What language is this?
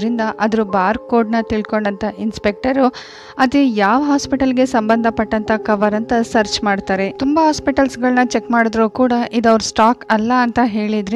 Kannada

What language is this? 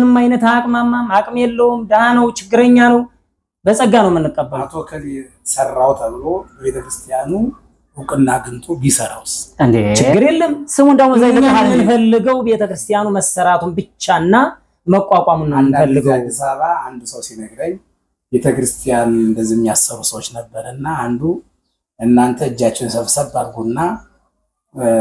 Amharic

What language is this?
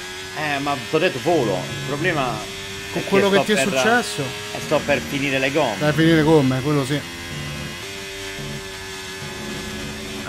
Italian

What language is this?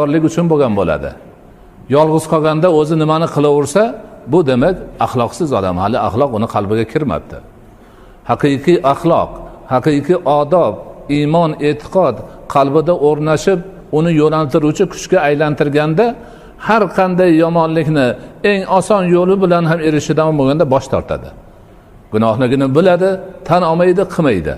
Uzbek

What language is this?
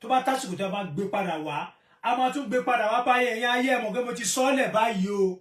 Yoruba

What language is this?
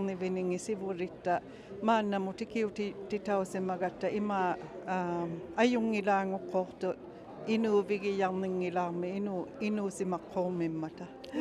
Inuktitut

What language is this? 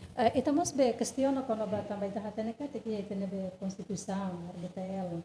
Tetum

